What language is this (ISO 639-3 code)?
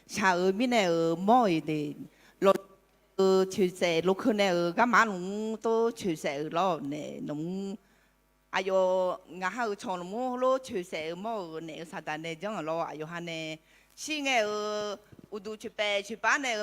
ahk